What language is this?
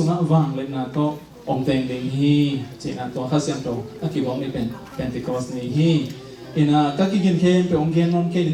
Tedim Chin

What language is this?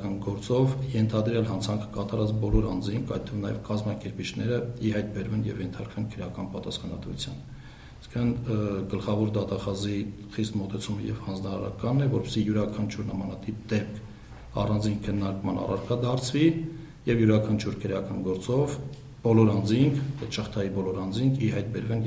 Armenian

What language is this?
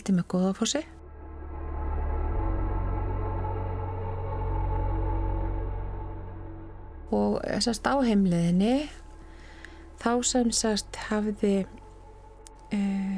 Icelandic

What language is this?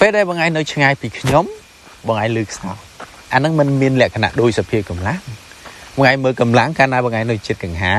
Khmer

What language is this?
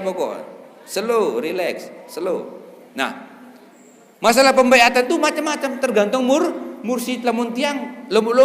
Sasak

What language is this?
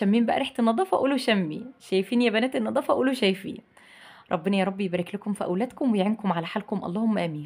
Egyptian Arabic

